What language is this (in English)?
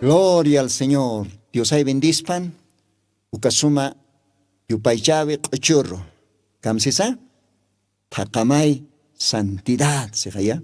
Aymara